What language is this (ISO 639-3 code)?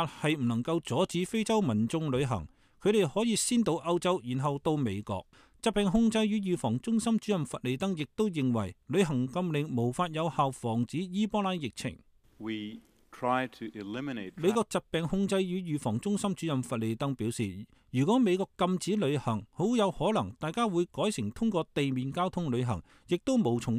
yue